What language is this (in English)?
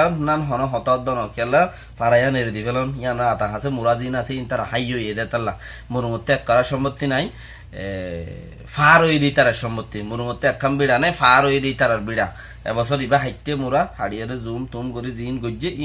Rohingya